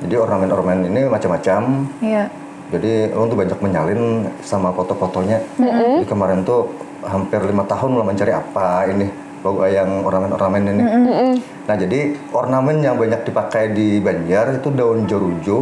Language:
Banjar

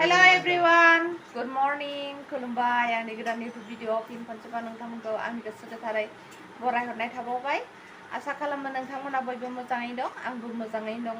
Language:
Bodo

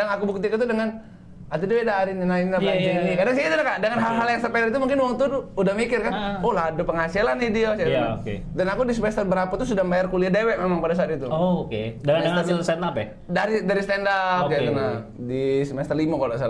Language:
Musi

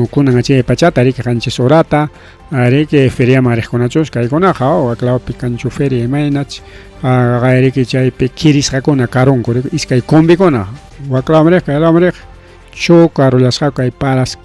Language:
Ayacucho Quechua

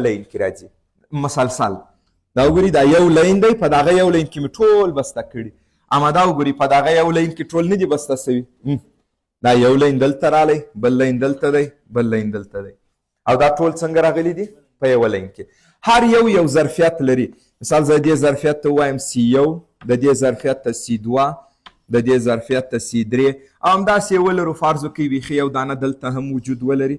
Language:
Pashto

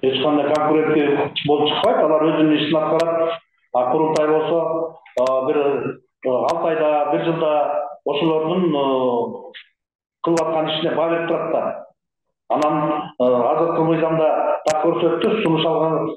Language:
Kyrgyz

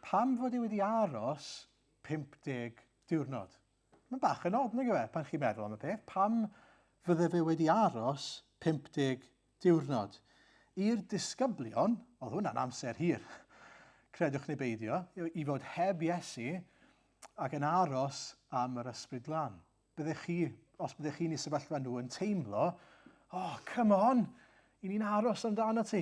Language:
Welsh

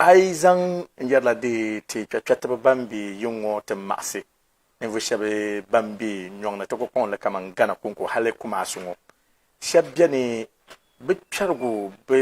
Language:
Dagbani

